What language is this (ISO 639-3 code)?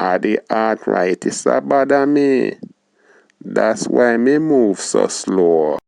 jam